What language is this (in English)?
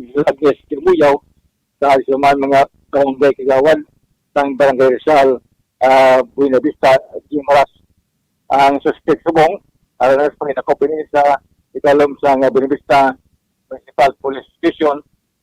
Hiligaynon